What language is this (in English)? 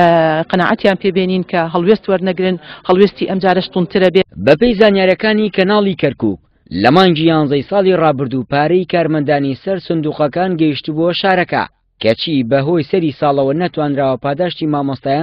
Central Kurdish